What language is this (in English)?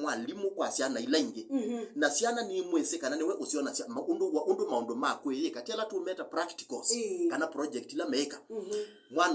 Kamba